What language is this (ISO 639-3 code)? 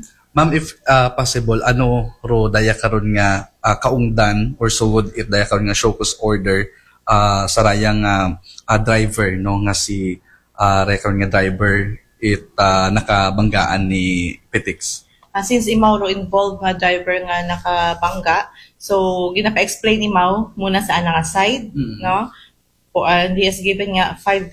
akl